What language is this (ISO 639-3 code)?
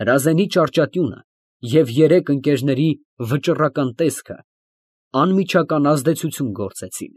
hye